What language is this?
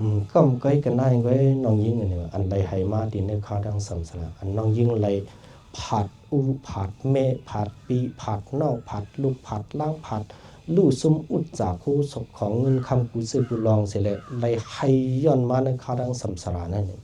Shan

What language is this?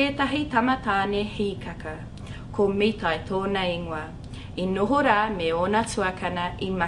Māori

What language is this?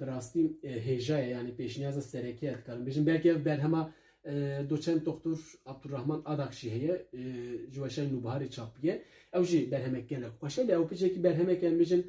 Kurdish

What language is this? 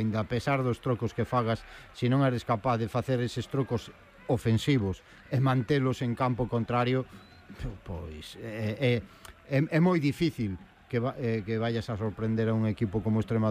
Galician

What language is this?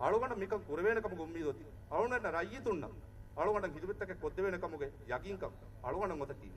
Divehi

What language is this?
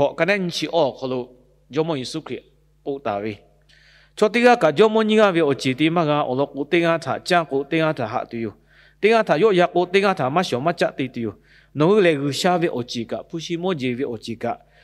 Lahu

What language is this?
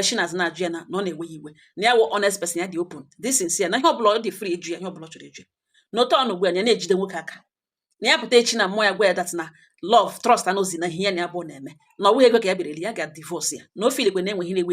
Igbo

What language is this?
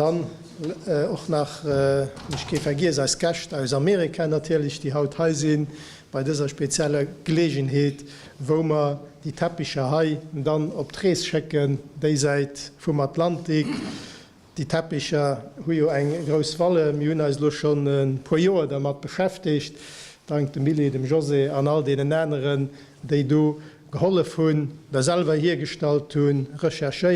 Luxembourgish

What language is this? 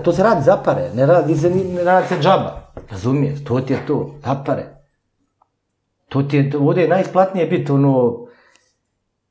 Bosnian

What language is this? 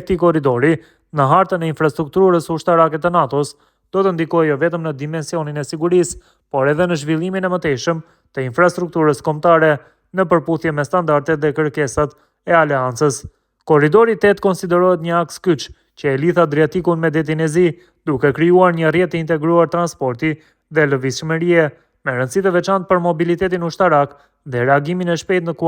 Albanian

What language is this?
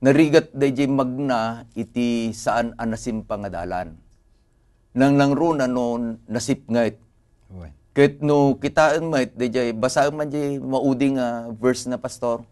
Iloko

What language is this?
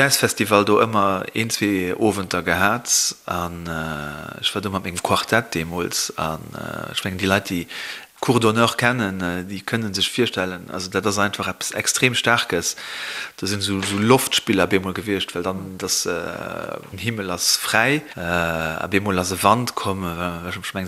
Luxembourgish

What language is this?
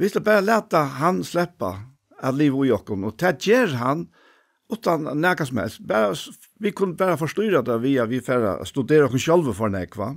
Faroese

